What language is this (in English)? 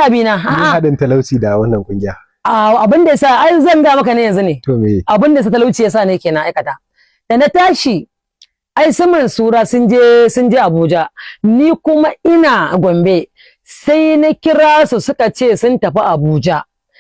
Hausa